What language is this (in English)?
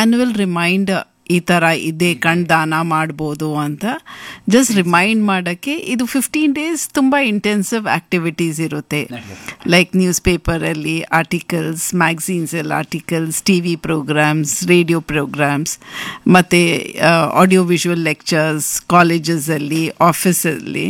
Kannada